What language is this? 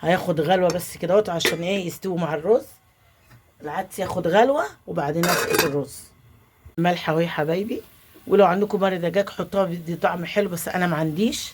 Egyptian Arabic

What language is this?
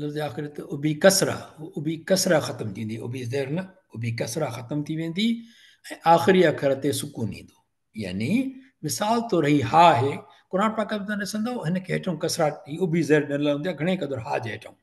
Sindhi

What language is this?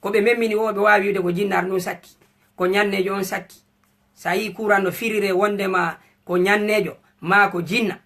Fula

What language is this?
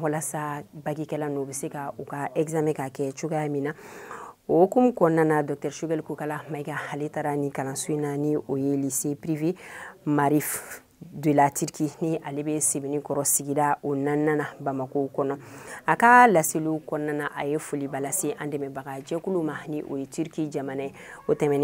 Bambara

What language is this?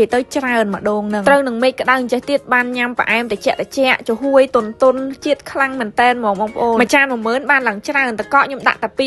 Khmer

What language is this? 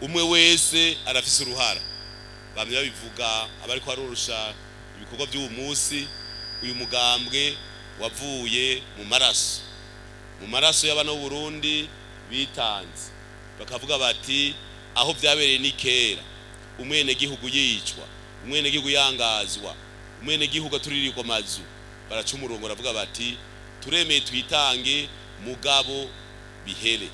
Rundi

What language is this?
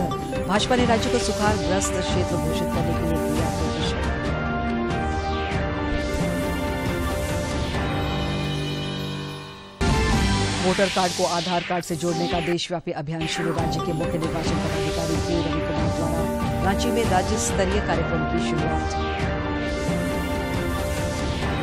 Hindi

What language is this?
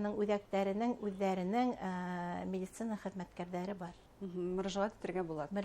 Bashkir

